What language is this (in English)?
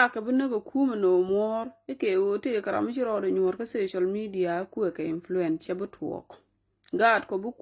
Nuer